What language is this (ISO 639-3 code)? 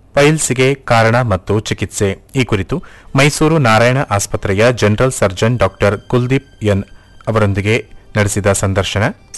kan